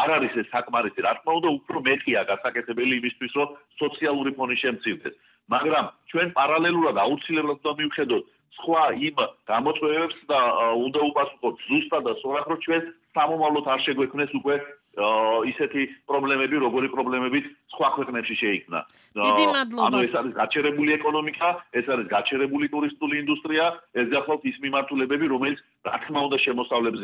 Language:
Georgian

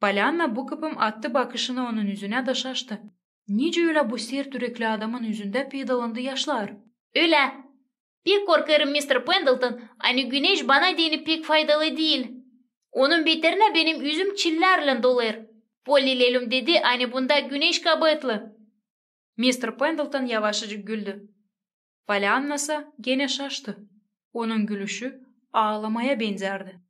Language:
Gagauz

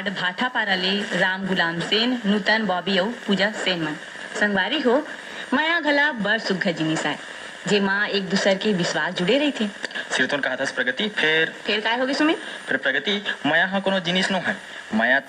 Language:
Chhattisgarhi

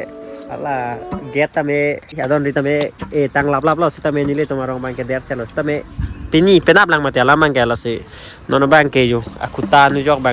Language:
Karbi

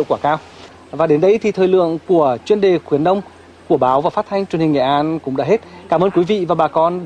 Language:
Vietnamese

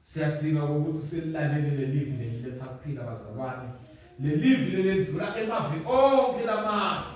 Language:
Swati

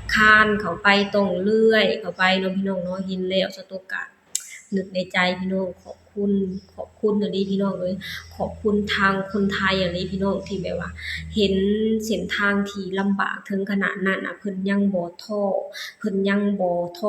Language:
Lao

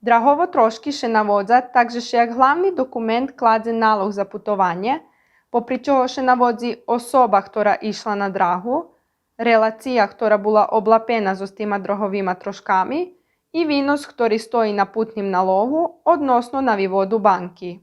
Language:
Rusyn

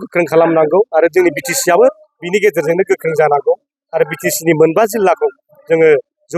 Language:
Bodo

